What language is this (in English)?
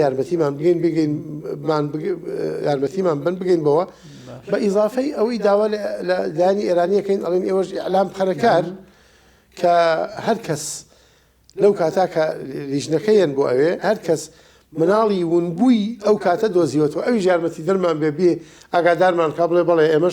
Central Kurdish